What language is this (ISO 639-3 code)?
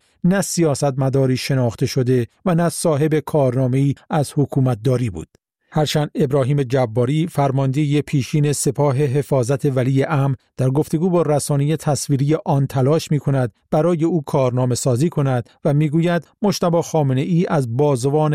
fas